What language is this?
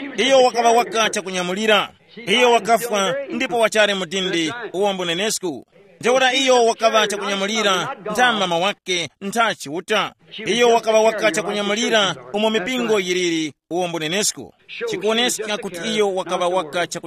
Tumbuka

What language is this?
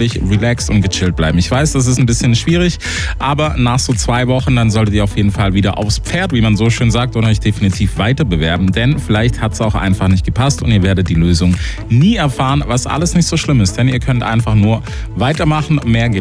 German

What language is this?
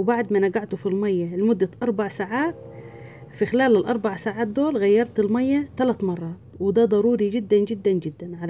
Egyptian Arabic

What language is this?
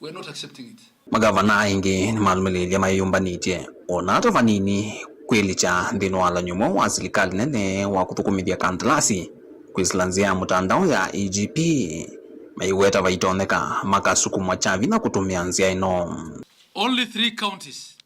Kamba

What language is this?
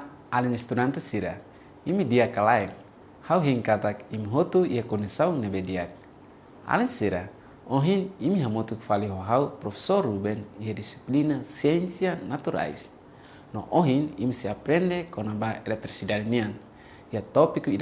Tetum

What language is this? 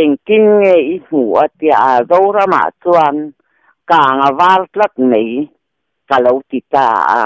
Mizo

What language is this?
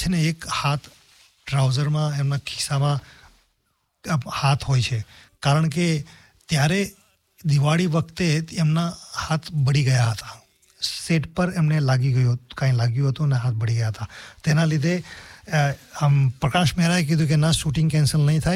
Gujarati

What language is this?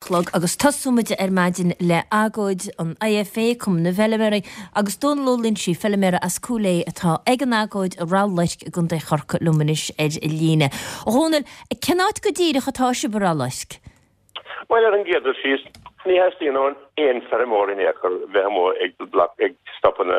Irish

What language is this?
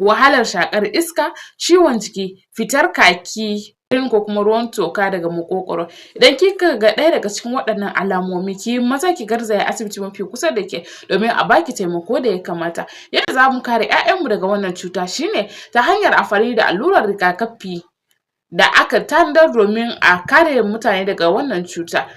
Hausa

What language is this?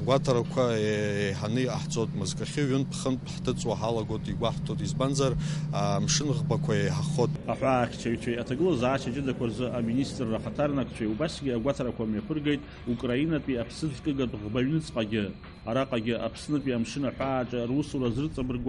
Abkhazian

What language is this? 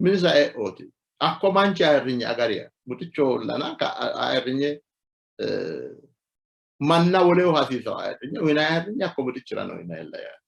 Sidamo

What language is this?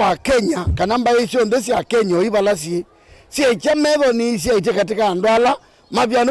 Kamba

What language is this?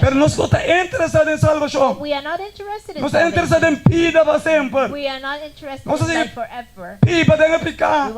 Papiamento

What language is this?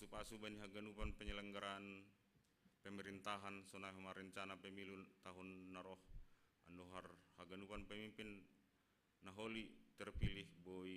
Batak Simalungun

